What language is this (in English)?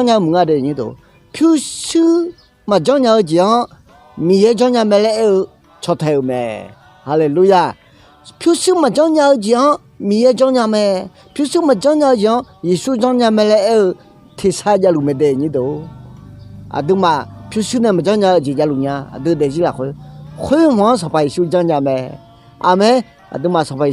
Akha